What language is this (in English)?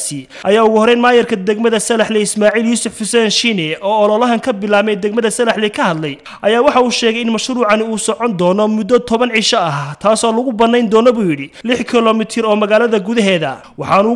Somali